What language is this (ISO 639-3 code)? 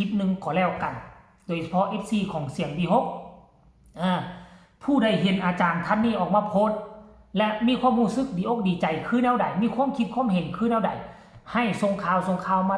lao